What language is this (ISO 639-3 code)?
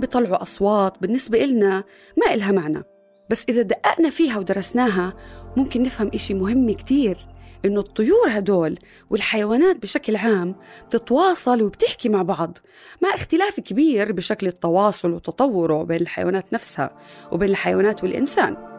apc